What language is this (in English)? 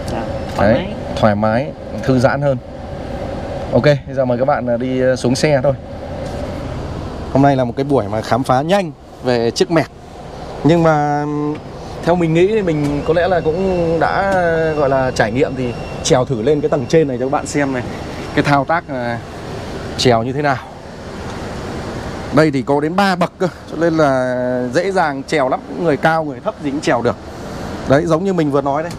Vietnamese